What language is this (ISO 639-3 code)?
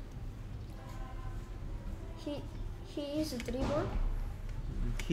kor